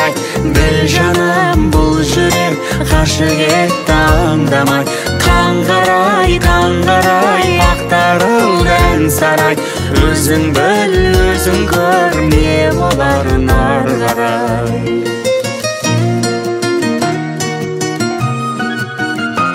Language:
Kazakh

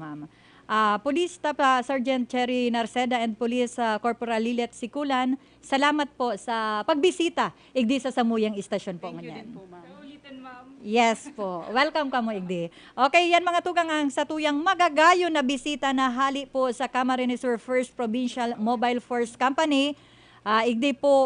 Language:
Bikol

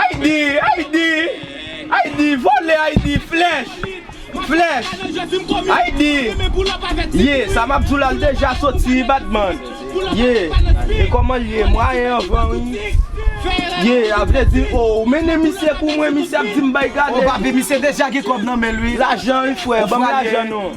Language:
Haitian Creole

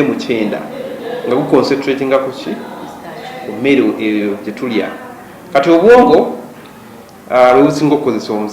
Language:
Ganda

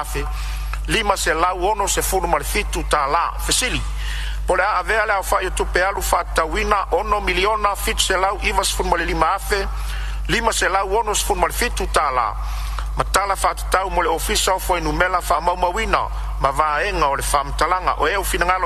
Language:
Samoan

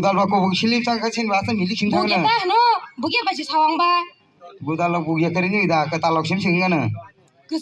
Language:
Kok Borok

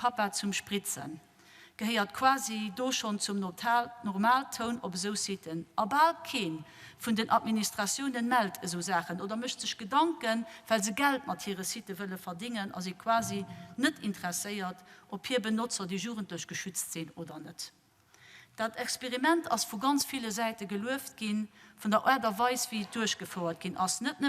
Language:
Luxembourgish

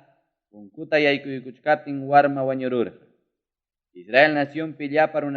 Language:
Ayacucho Quechua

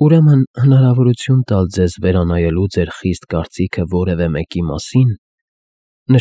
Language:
Armenian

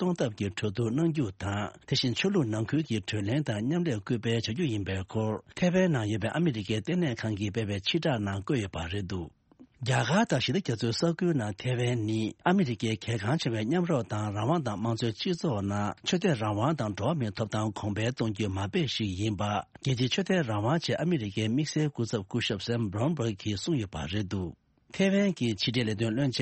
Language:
Tibetan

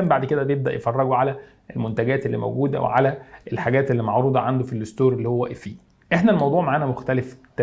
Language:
Egyptian Arabic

